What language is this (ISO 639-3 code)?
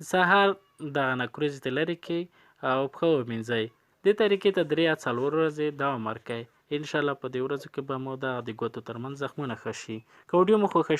pus